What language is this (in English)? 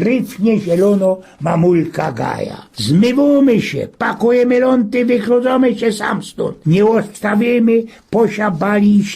Silesian